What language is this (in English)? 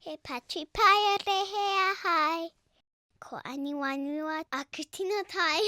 Māori